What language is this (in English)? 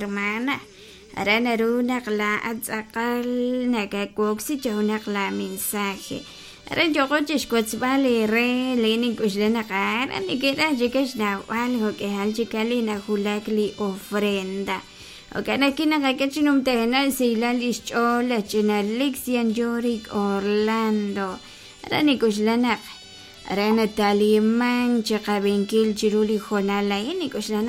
Kekchí